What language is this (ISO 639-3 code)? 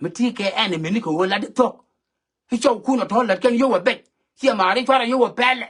nus